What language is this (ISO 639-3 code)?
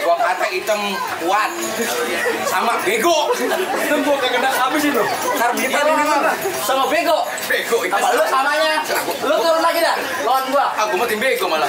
bew